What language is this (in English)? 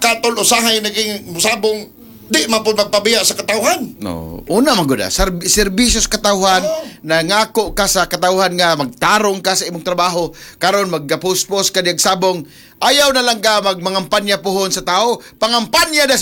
Cebuano